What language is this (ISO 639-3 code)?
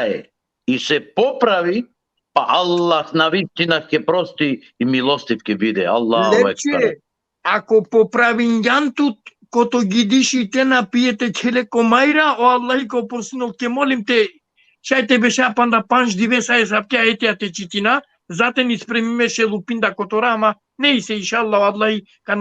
rmn